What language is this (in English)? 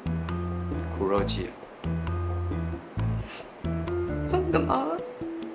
Chinese